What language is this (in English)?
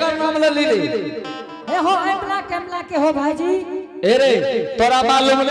Angika